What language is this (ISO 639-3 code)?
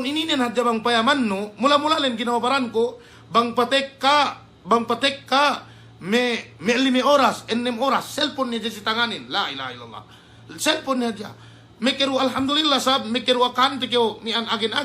yka